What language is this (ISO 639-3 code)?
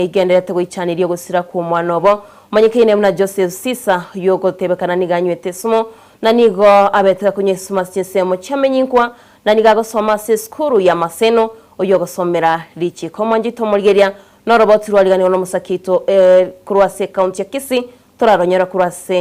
guz